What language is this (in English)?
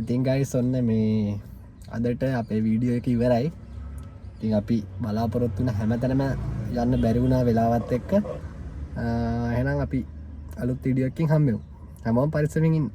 Sinhala